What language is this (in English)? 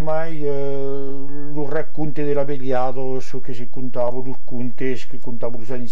Occitan